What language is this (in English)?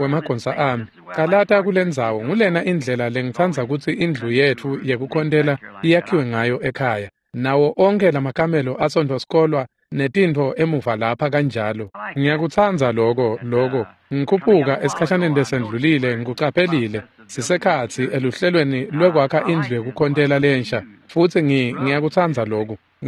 Swati